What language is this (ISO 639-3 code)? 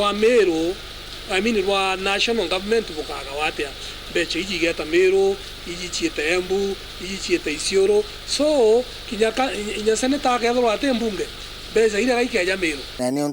mer